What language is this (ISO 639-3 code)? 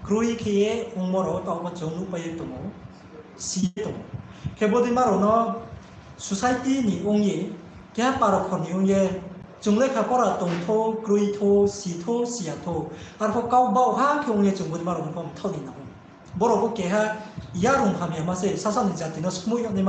ria